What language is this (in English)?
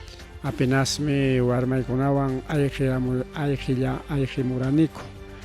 Ayacucho Quechua